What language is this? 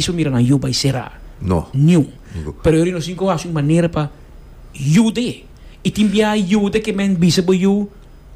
Papiamento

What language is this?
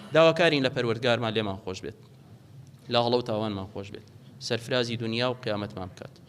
Central Kurdish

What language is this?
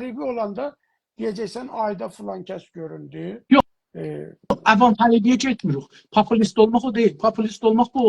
South Azerbaijani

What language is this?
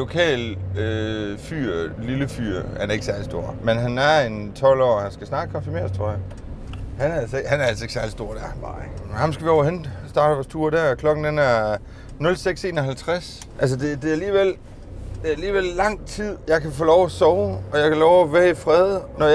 Danish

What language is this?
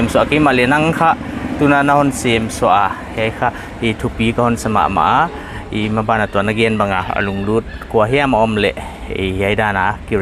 Paite Chin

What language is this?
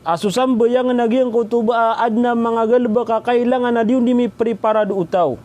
Maranao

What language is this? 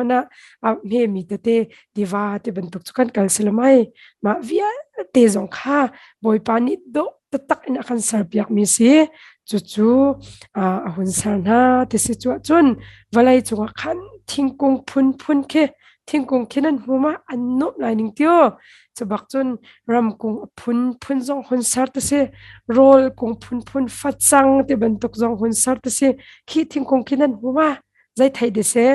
Hakha Chin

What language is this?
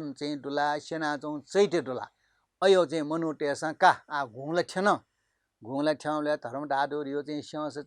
Newari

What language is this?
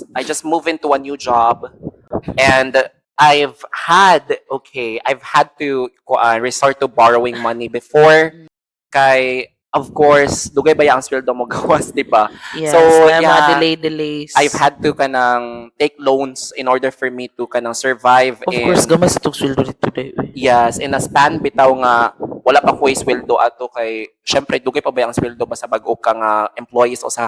Cebuano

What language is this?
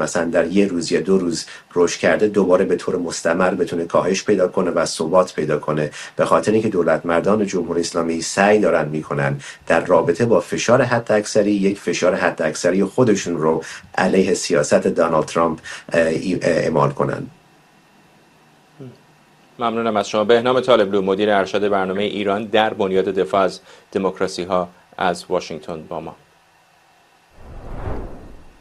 Persian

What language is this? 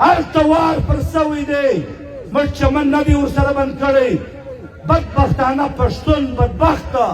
Pashto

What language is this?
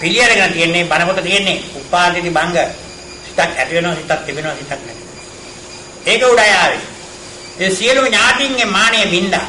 Sinhala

